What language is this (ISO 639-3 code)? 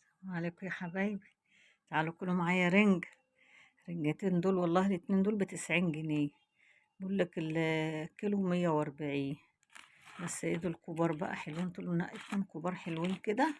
arz